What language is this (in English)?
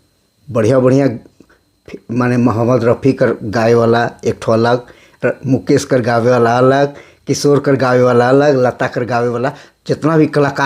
Sadri